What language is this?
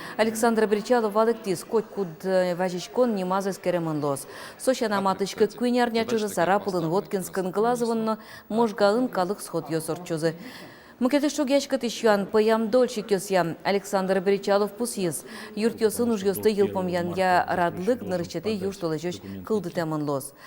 Udmurt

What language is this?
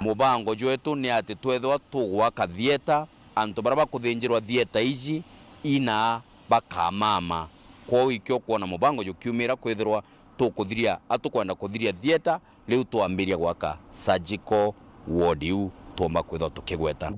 Meru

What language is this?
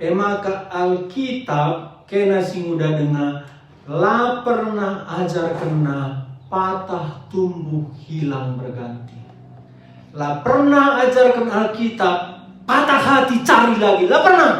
Batak Karo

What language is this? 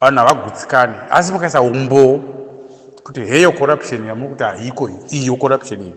Shona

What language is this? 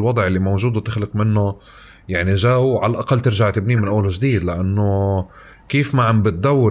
North Levantine Arabic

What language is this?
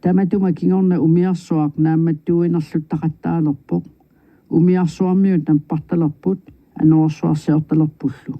Kalaallisut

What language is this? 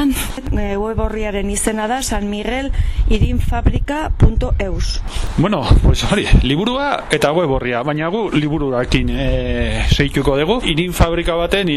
Basque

